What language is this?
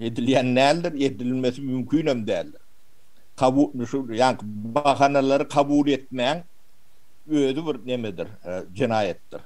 Turkmen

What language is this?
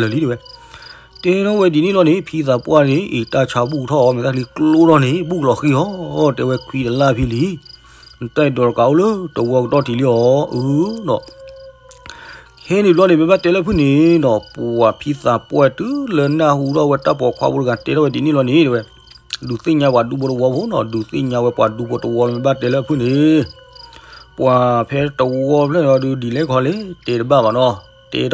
S'gaw Karen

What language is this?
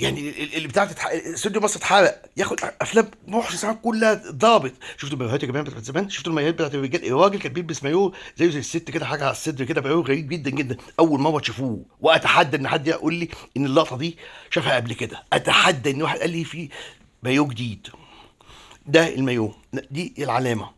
Egyptian Arabic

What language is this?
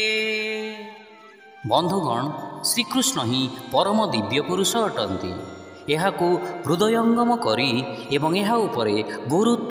Odia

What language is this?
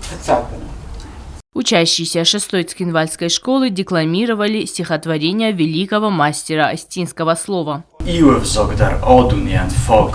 Ossetic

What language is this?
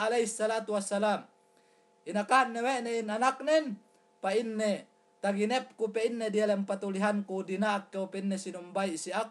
Yakan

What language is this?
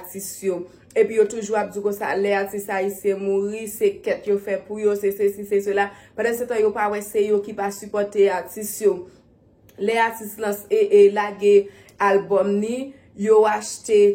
Haitian Creole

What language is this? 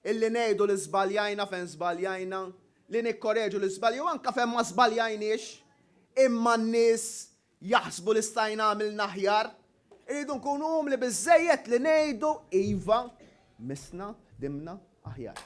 Maltese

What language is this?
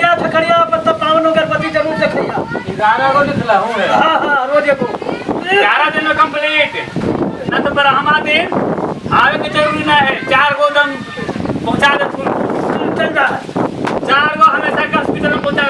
Magahi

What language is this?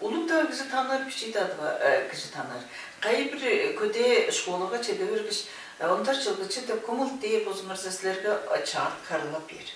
Tuvinian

